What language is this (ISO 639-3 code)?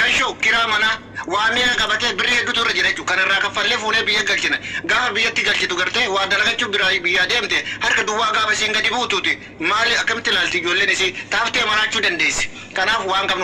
orm